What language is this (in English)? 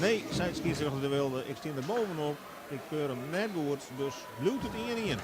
Western Frisian